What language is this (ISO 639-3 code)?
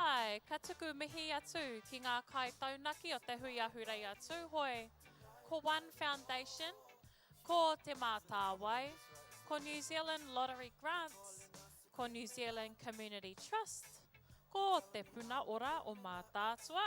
mri